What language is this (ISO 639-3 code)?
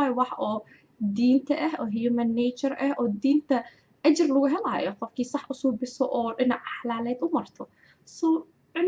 som